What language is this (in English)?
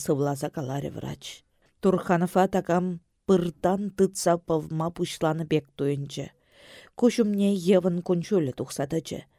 Chuvash